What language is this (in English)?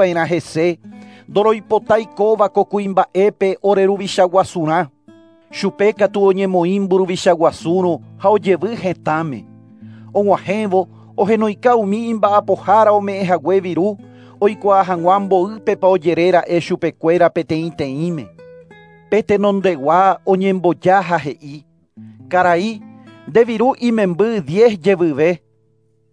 Guarani